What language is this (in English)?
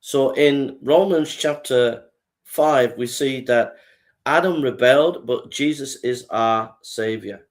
English